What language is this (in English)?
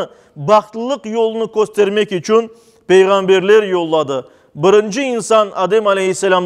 Crimean Tatar